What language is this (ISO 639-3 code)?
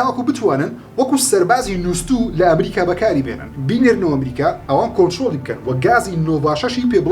ckb